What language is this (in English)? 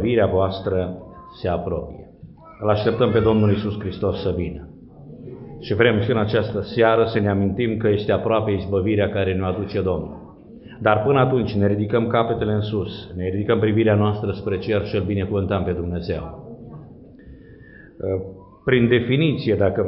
Romanian